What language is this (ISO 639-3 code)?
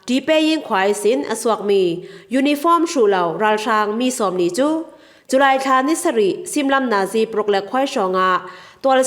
cfm